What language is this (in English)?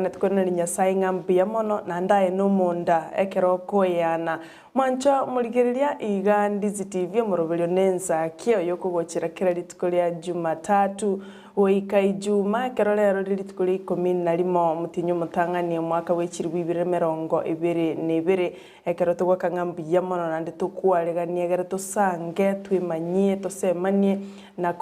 Gusii